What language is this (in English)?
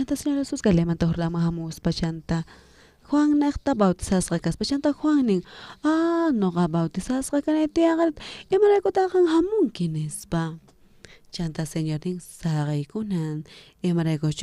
South Bolivian Quechua